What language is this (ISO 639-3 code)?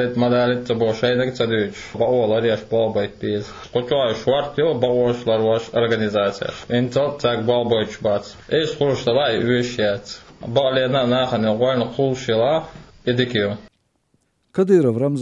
che